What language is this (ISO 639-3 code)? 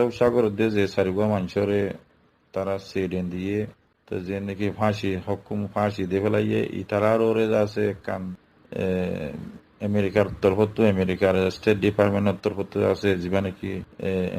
rhg